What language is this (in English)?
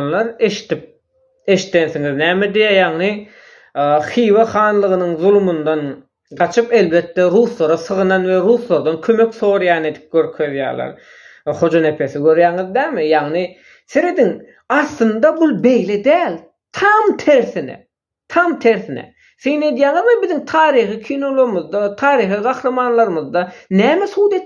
Turkmen